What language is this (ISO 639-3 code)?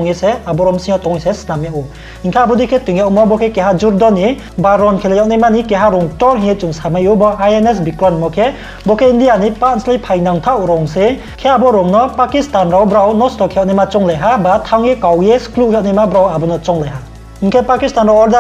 ria